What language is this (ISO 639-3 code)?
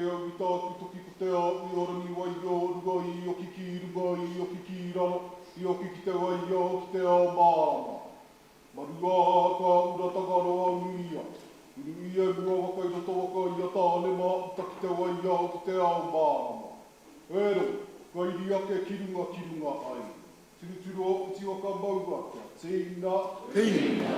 mri